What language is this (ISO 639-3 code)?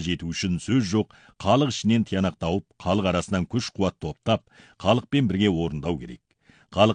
kaz